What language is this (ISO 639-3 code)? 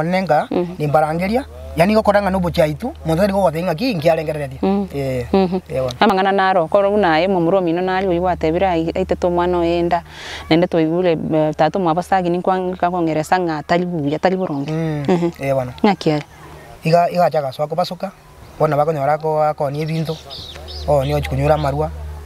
guz